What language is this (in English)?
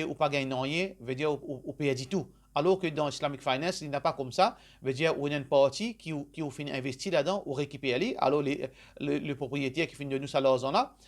Morisyen